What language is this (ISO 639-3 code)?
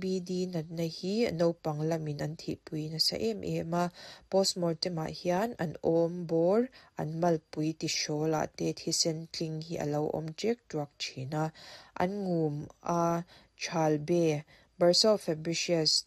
lus